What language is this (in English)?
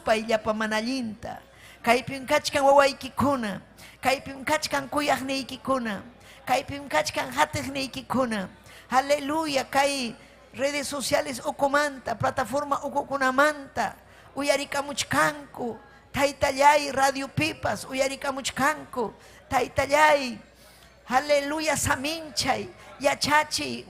Ayacucho Quechua